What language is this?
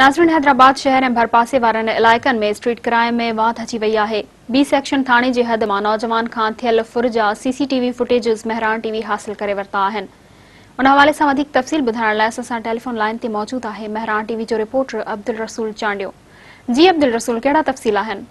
Sindhi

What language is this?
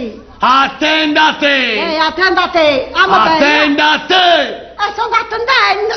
Neapolitan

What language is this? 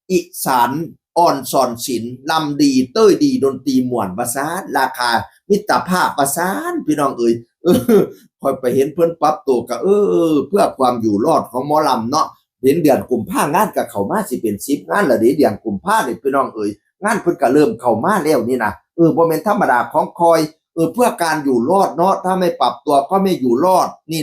Northeastern Thai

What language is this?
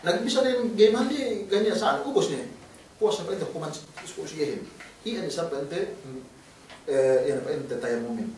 Yakan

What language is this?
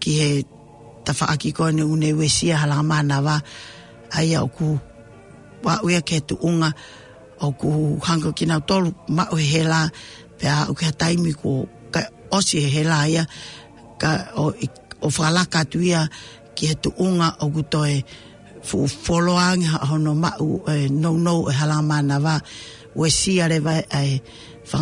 Tongan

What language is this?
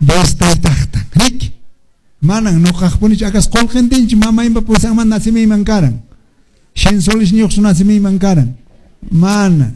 Quechua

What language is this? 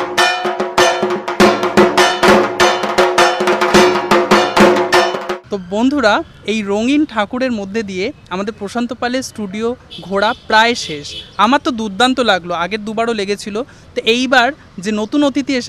Bangla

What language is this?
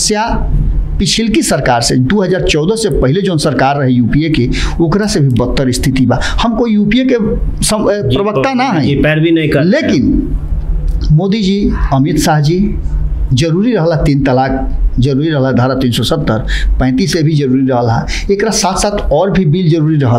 Bhojpuri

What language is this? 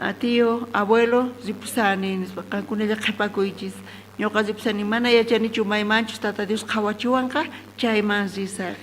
South Bolivian Quechua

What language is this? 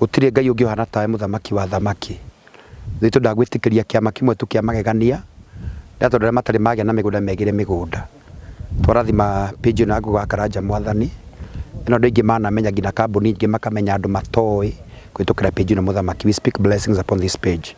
Kikuyu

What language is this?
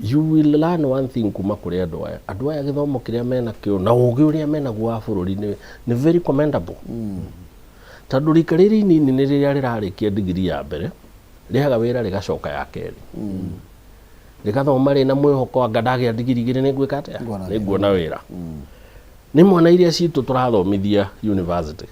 Kikuyu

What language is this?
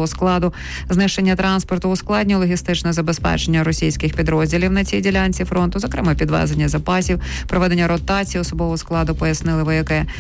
Ukrainian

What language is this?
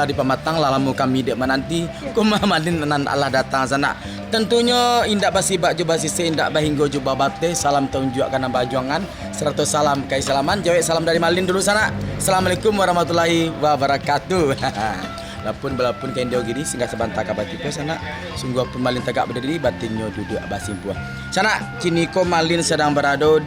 Minangkabau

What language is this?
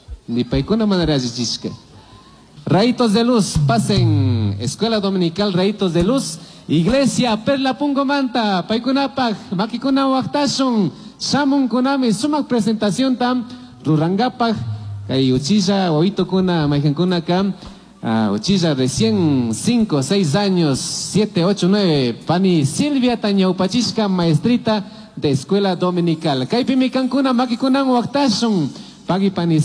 Chimborazo Highland Quichua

